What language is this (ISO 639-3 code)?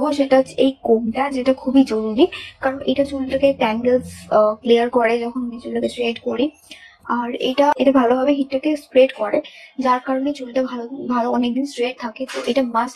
ben